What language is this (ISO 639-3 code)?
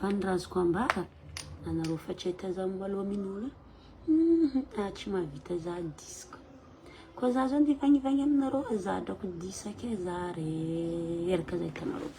mlg